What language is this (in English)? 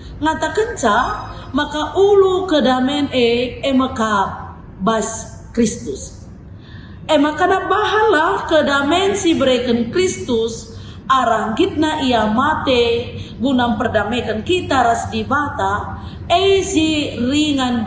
Batak Karo